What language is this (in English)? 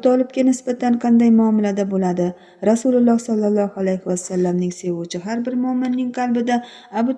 Uzbek